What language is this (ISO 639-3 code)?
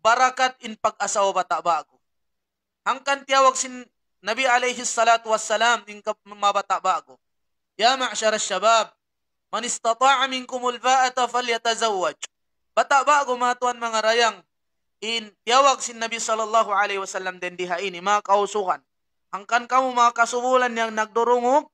tsg